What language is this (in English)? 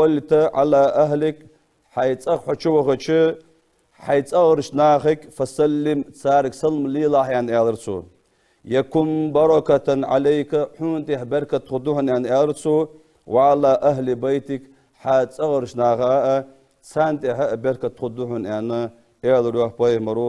Ingush